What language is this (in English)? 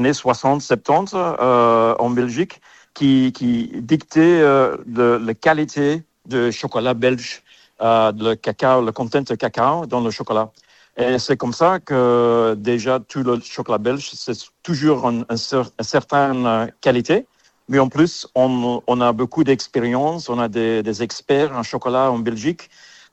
French